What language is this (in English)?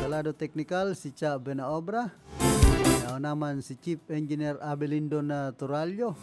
Bikol